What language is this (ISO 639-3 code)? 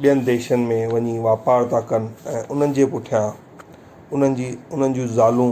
snd